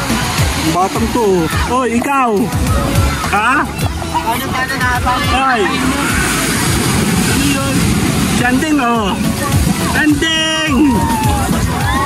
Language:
Filipino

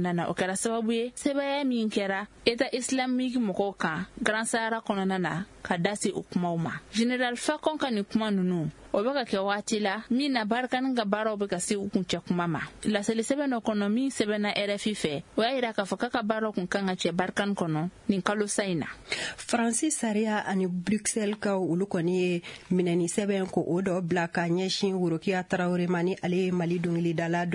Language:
Bambara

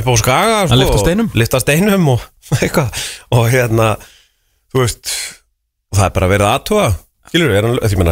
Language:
Icelandic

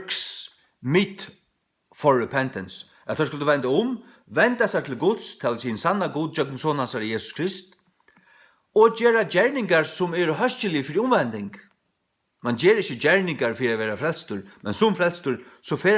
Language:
Faroese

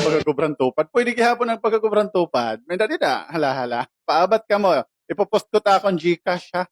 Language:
Waray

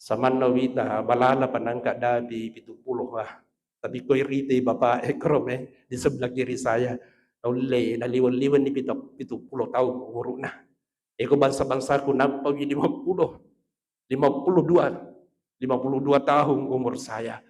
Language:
Buginese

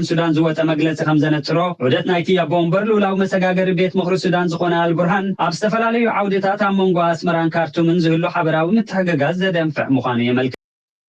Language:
Tigrinya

